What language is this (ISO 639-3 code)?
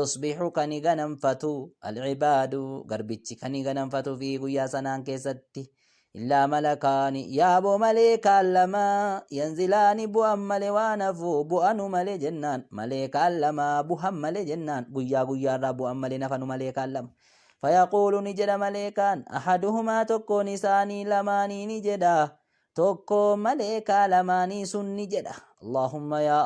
orm